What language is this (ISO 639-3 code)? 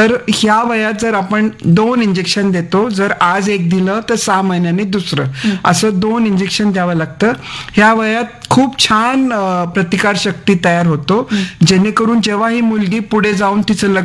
mar